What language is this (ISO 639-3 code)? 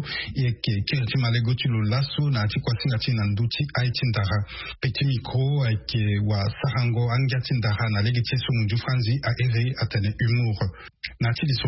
sag